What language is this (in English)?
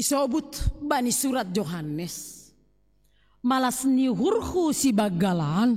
Batak Simalungun